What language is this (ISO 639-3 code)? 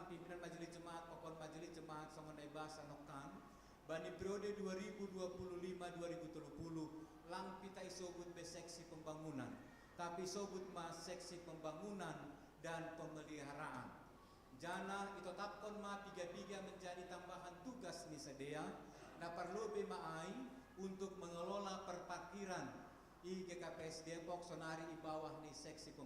bts